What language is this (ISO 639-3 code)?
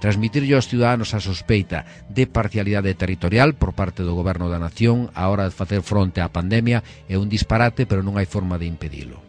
glg